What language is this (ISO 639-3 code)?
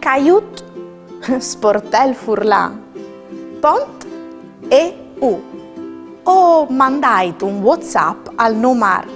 fur